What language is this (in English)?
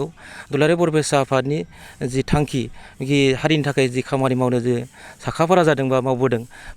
Bodo